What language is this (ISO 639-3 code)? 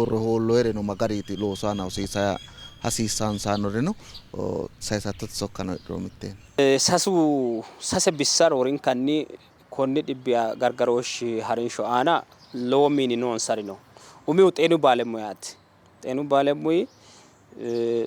sid